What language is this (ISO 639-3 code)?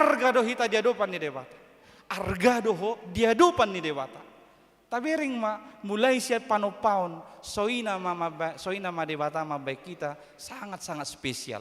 bbc